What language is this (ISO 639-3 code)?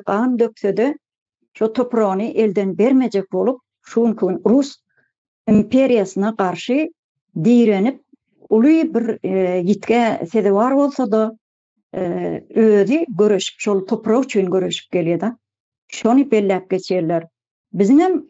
tuk